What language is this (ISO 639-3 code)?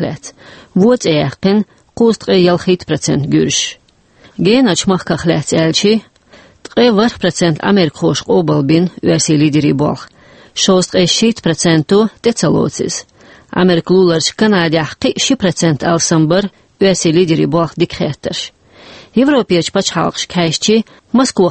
che